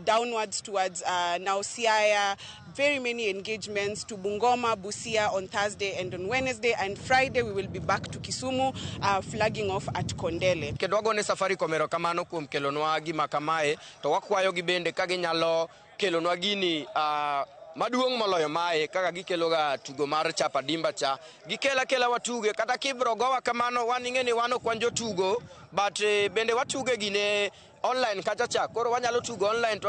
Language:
Luo (Kenya and Tanzania)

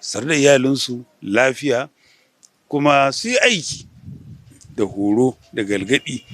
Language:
Hausa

